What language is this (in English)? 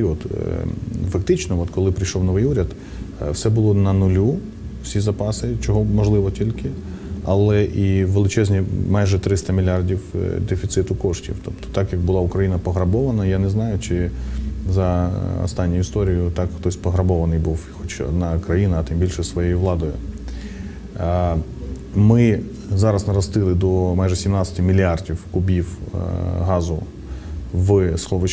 Ukrainian